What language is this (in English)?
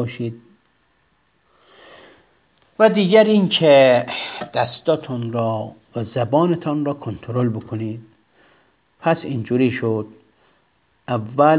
Persian